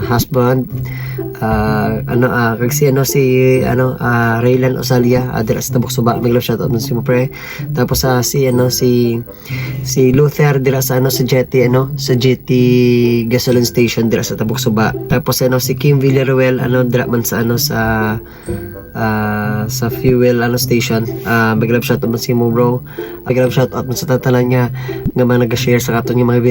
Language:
Hiligaynon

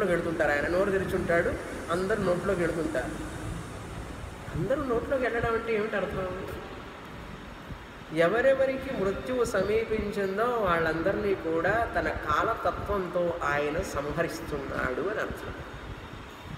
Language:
Telugu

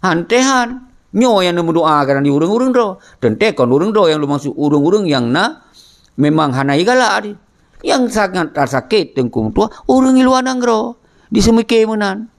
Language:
Achinese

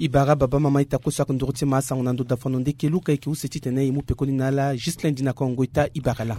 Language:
Sango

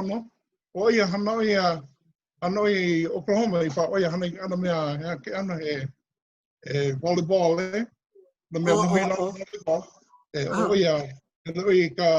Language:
Hawaiian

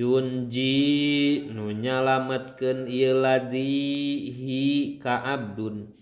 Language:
Sundanese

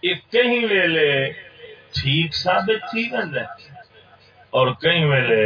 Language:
Saraiki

